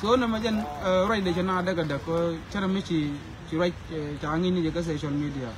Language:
Nuer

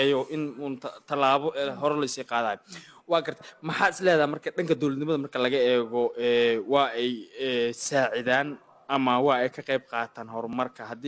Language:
Somali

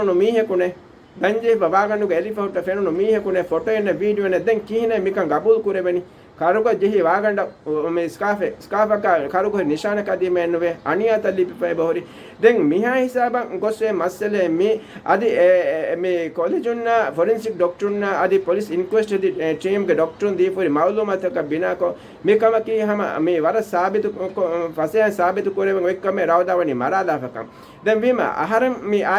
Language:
Divehi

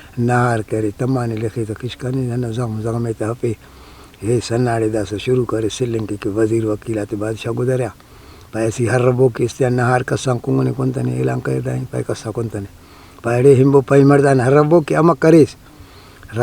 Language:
Brahui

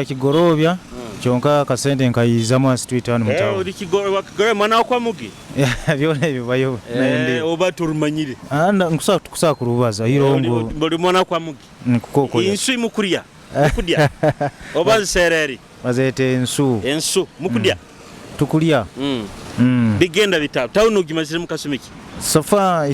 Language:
Nyoro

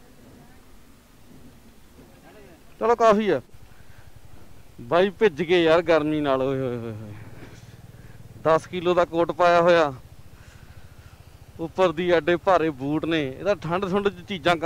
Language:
Punjabi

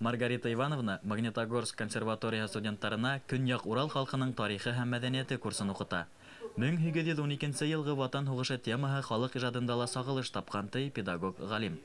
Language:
Bashkir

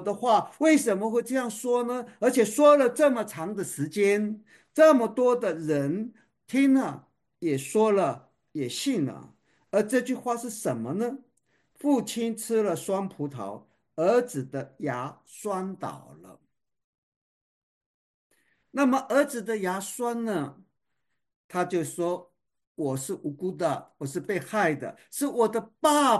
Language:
Chinese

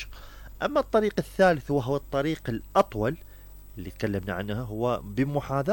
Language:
Mesopotamian Arabic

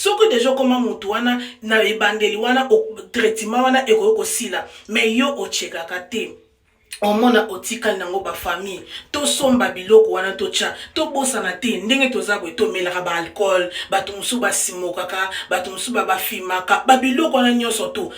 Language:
Lingala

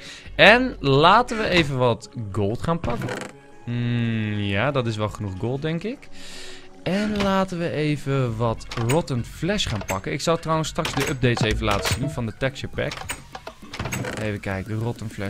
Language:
Dutch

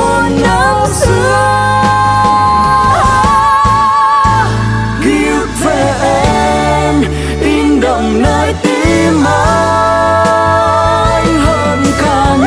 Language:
Vietnamese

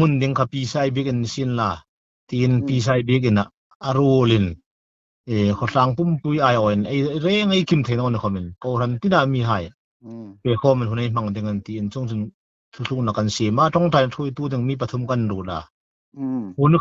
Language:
Hmar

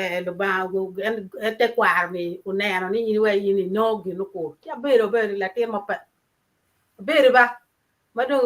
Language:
Acoli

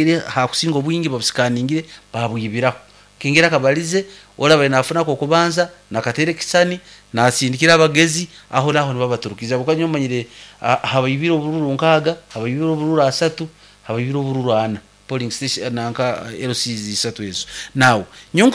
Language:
Nyankole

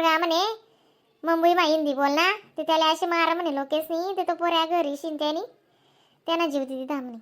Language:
Khandesi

